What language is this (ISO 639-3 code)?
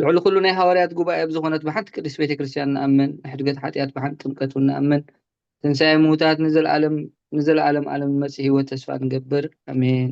tir